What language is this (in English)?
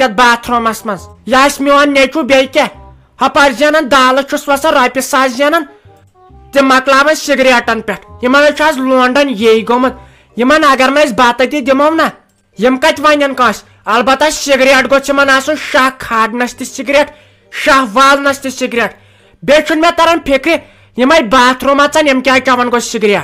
Kashmiri